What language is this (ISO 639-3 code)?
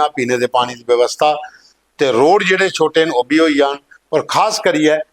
doi